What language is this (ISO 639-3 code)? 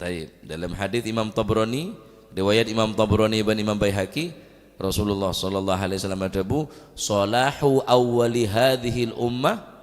mad